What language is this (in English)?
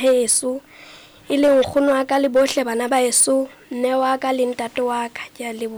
Southern Sotho